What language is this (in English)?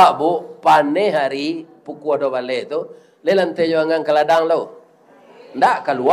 Minangkabau